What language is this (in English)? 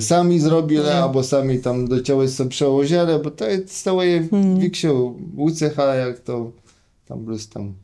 Kashubian